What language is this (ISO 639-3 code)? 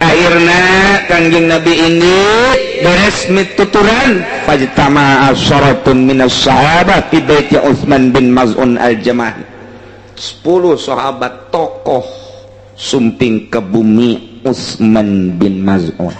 sun